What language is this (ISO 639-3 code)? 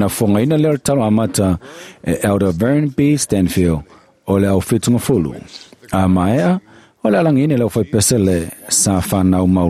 smo